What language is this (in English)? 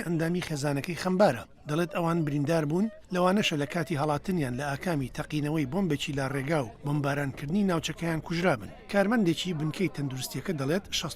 Central Kurdish